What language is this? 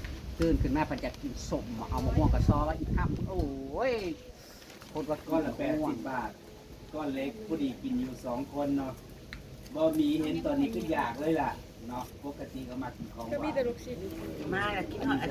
Northeastern Thai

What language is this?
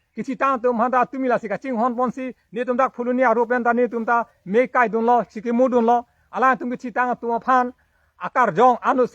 Karbi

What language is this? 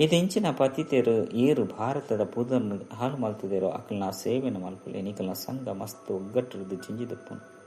Tulu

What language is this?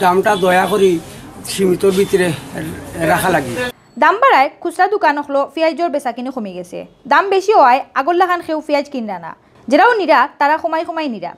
Sylheti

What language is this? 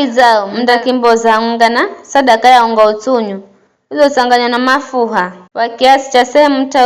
Giryama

